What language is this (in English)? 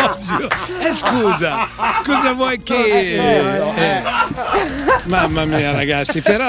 Italian